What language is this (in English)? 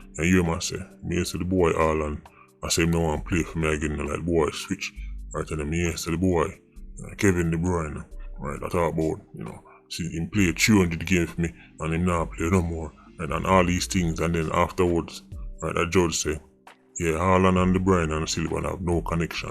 Jamaican Creole English